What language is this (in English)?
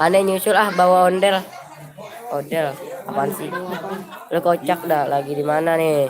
Betawi